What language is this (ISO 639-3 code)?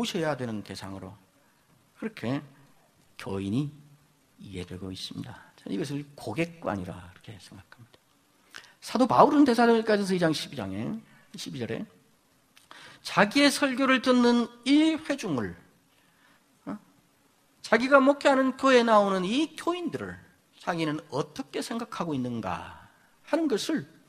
kor